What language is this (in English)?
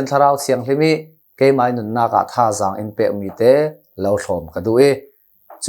Hakha Chin